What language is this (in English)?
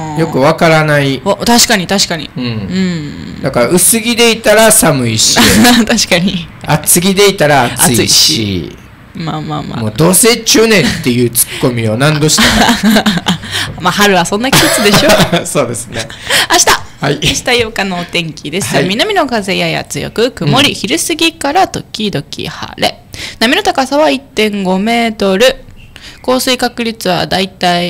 Japanese